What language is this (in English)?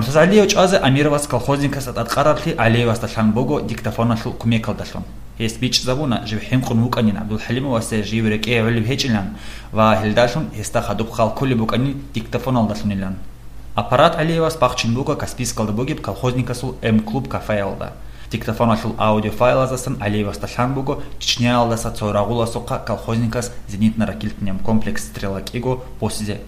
Avaric